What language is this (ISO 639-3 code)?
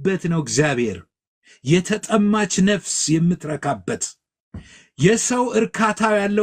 amh